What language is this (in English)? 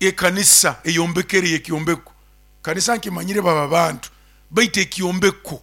Nyoro